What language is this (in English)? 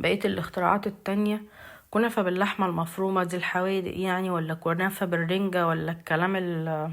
Egyptian Arabic